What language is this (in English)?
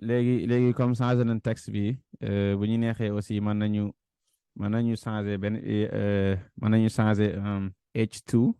Wolof